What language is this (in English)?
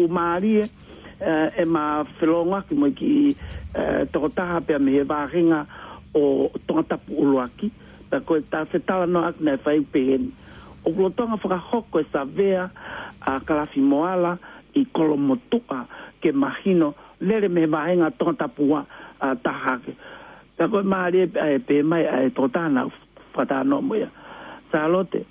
Tongan